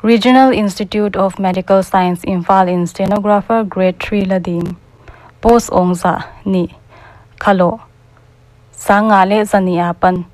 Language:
Paite Chin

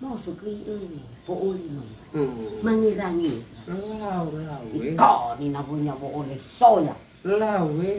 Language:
Nias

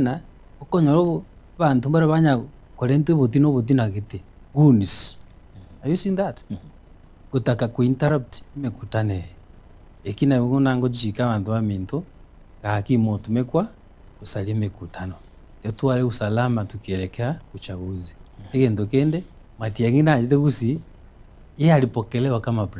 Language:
Gusii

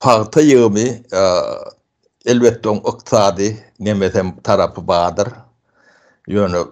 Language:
Turkmen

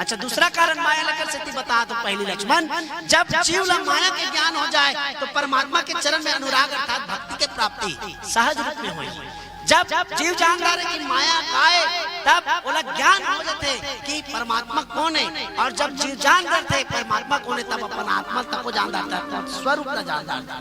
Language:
Chhattisgarhi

